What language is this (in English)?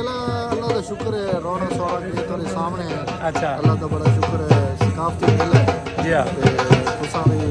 Saraiki